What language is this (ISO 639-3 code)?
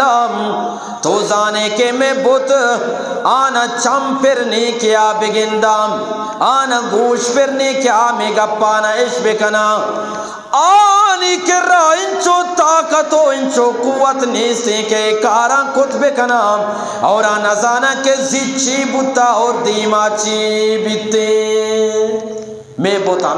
bgp